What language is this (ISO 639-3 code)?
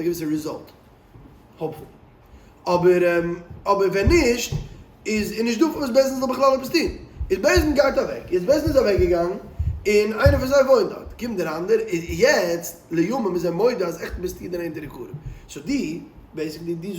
yid